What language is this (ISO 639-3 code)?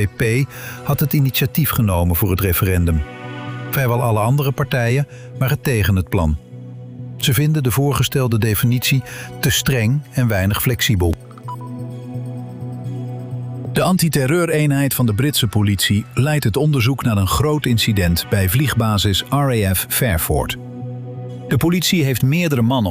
nld